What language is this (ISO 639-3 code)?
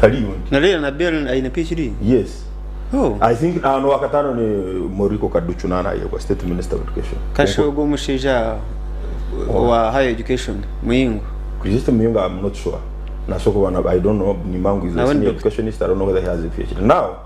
nyn